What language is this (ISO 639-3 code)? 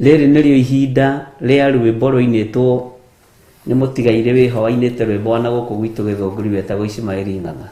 kik